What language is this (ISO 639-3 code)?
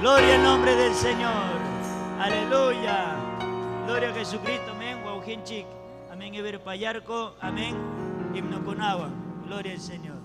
quy